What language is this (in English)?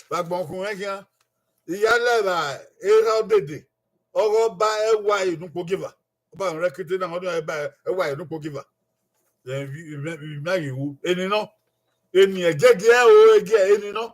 Bini